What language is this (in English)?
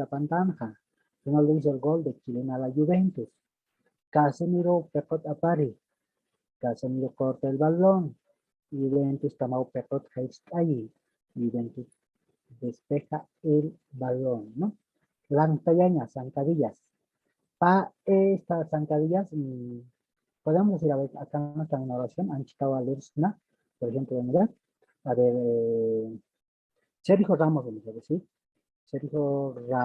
Aymara